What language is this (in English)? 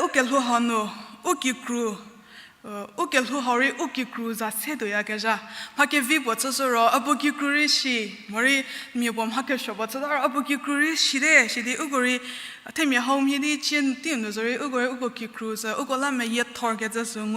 Angami Naga